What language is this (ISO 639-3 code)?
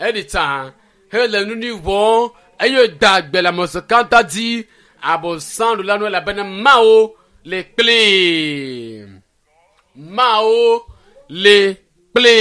ewe